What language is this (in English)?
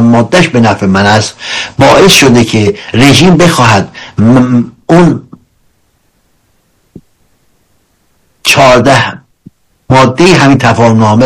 Persian